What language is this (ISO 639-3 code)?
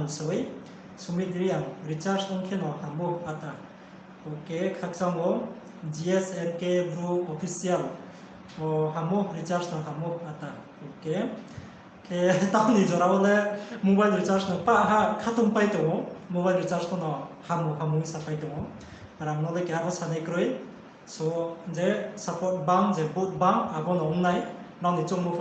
ria